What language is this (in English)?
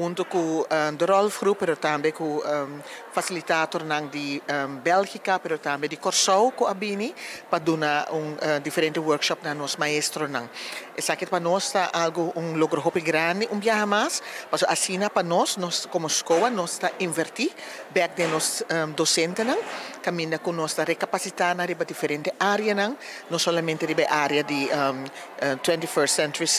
Papiamento